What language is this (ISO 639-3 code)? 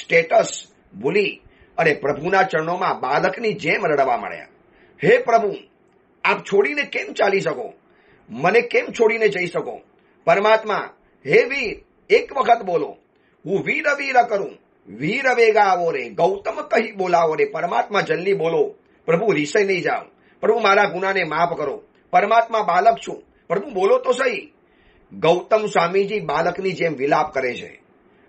guj